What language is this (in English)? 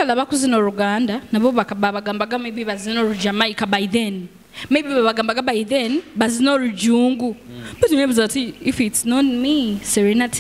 Nyoro